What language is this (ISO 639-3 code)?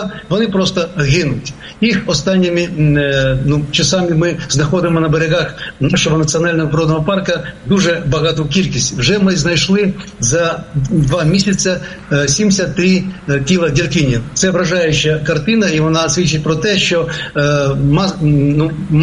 ukr